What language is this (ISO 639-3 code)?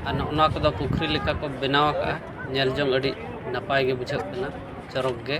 sat